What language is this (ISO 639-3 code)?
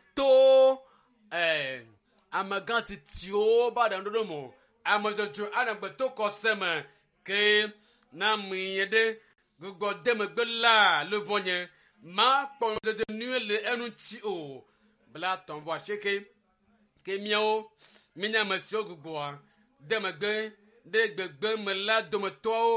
ewe